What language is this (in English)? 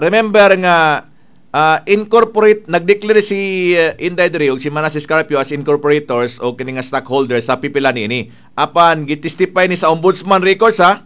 Cebuano